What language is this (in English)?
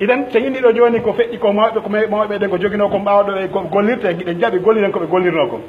Pular